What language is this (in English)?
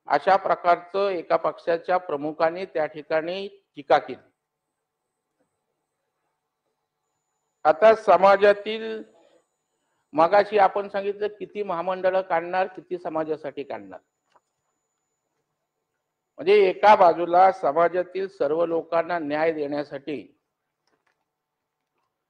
Marathi